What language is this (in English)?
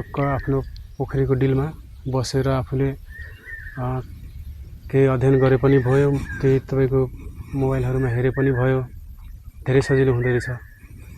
Nepali